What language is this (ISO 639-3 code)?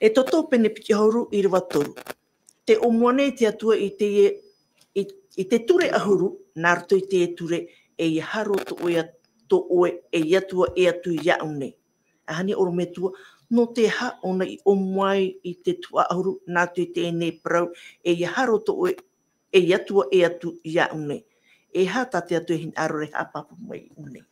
tah